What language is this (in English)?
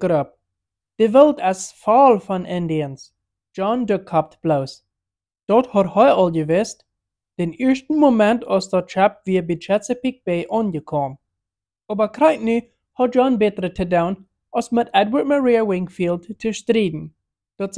Plautdietsch